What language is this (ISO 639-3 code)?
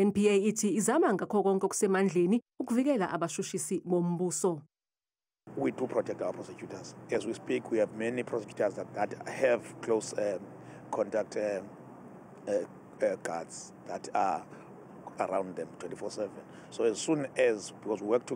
zul